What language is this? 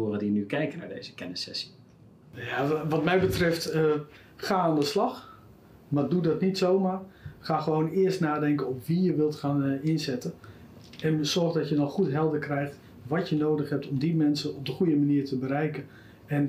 Dutch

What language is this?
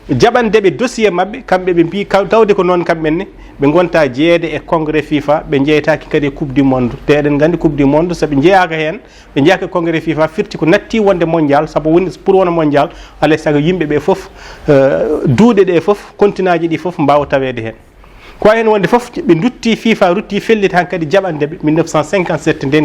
Fula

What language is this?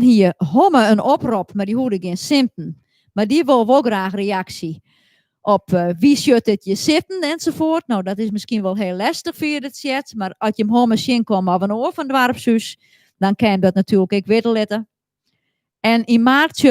Western Frisian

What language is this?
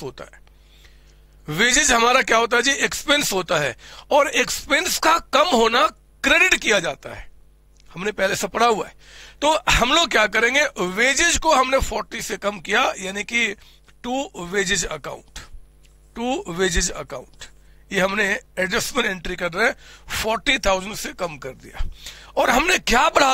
Hindi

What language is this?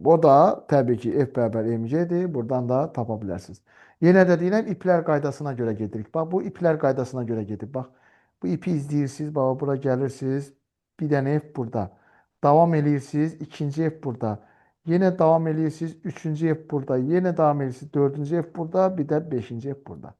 Azerbaijani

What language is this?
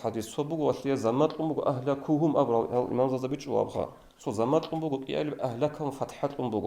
Avaric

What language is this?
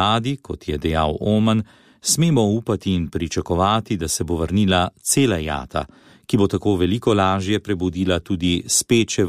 Slovenian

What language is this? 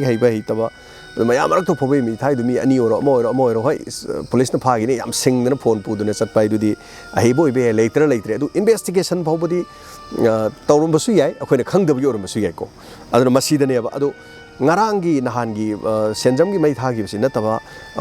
Manipuri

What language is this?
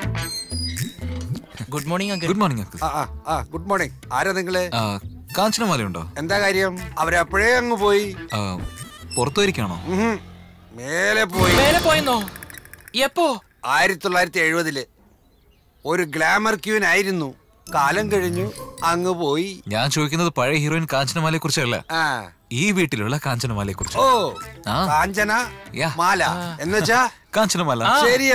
Malayalam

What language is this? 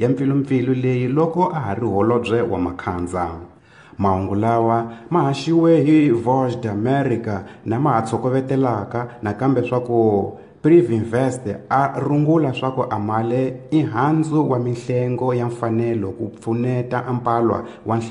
Tsonga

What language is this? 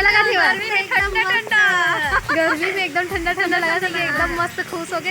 Chhattisgarhi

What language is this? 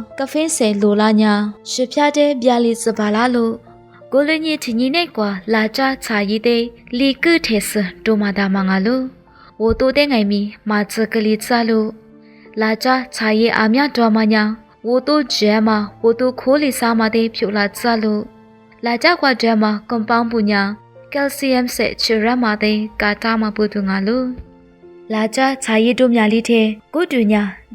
Lisu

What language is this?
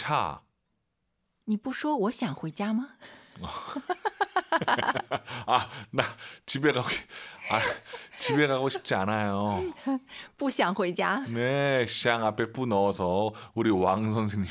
Korean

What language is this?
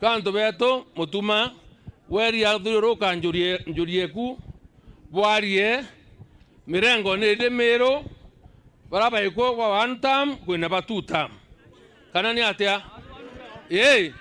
Meru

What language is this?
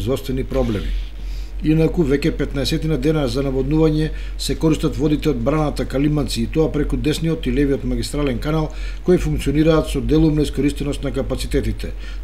Macedonian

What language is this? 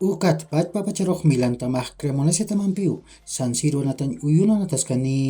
Aymara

